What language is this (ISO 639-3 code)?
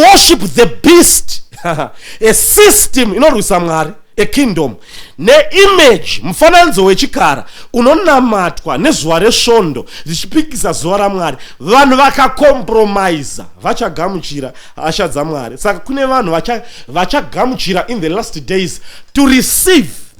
sna